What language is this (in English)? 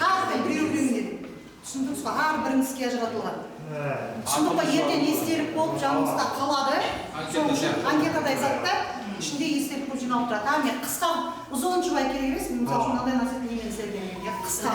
Kara-Kalpak